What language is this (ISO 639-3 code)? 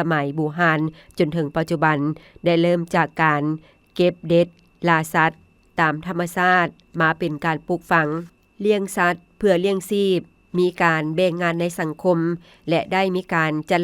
lao